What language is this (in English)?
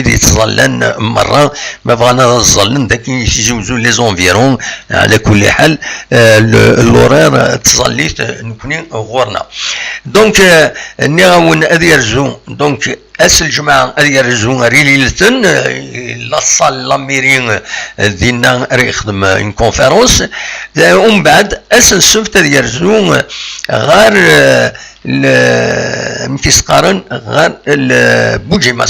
Kabyle